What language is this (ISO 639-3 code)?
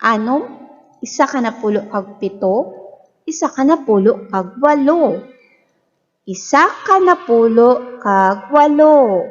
hil